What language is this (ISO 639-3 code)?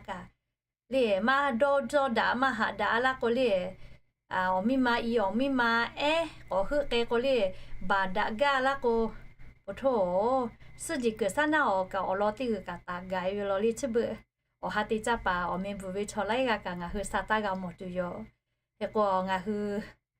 lhu